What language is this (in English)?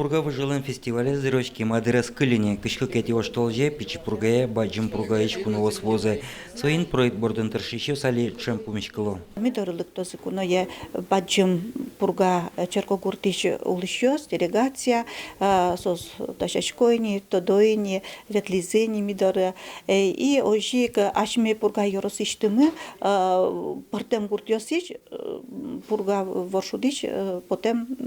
Udmurt